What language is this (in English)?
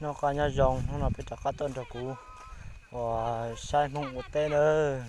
Hmong